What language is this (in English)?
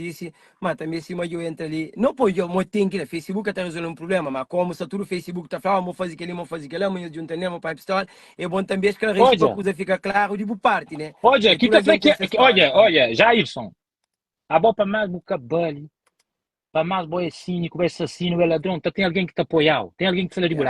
Kabuverdianu